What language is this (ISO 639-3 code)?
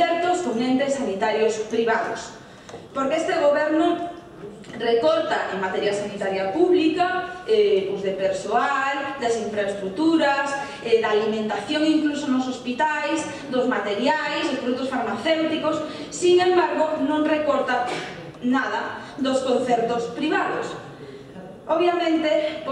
glg